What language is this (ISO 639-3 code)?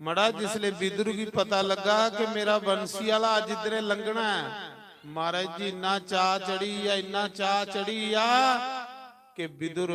doi